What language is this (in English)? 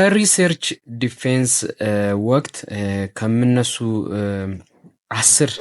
Amharic